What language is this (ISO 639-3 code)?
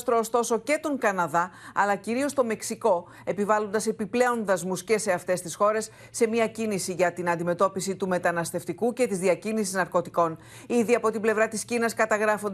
ell